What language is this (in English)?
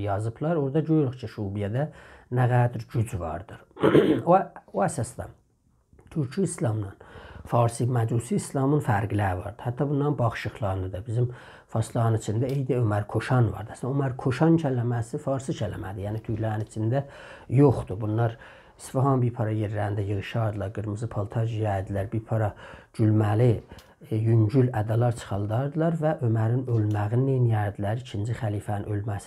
South Azerbaijani